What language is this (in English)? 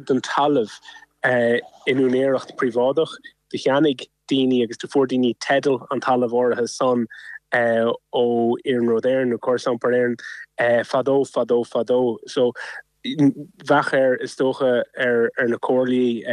Irish